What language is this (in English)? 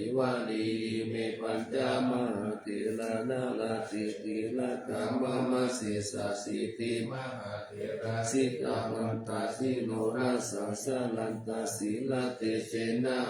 Pali